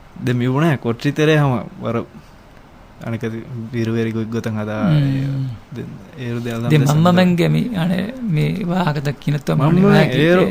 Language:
Divehi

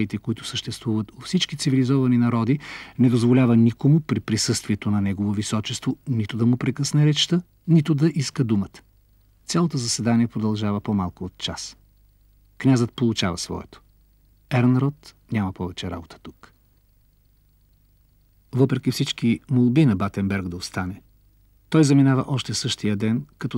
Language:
Bulgarian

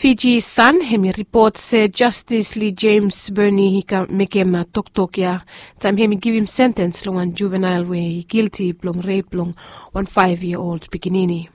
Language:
Bislama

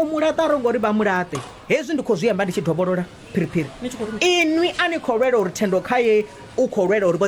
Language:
Venda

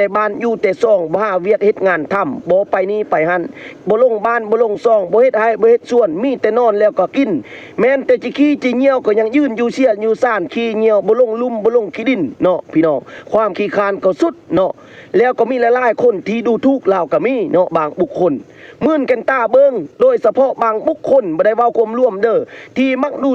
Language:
Lao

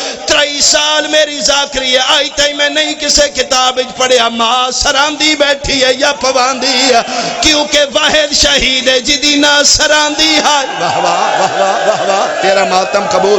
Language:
Pahari-Potwari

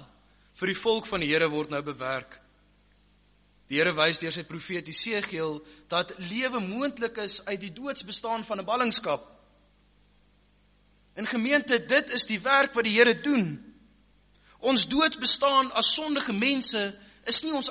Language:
Afrikaans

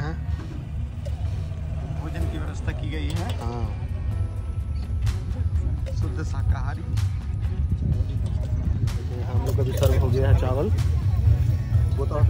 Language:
Hindi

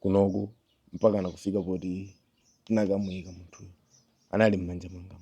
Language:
Nyanja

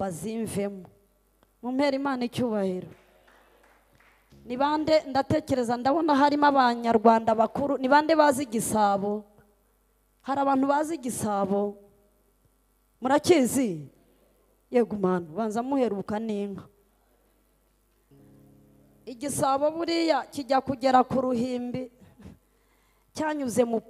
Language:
Kinyarwanda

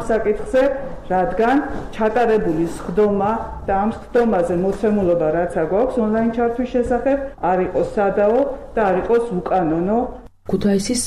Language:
Georgian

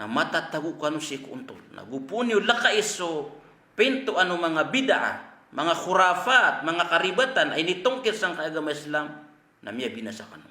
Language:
Maranao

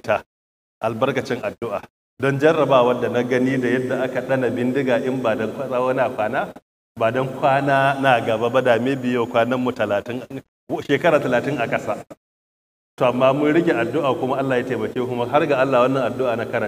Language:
Hausa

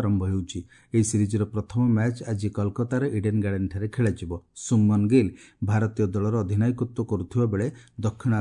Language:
Odia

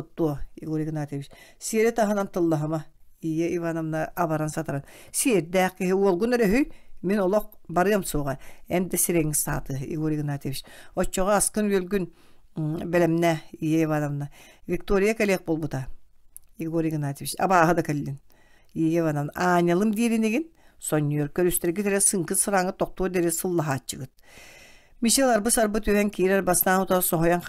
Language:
Yakut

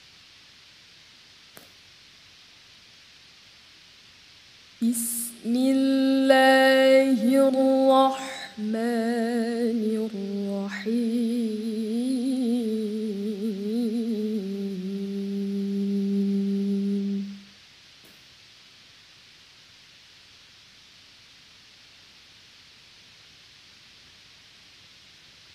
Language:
Arabic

